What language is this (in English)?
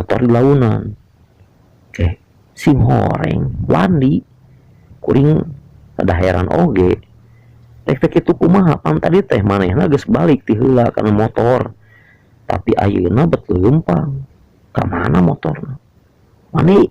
Sundanese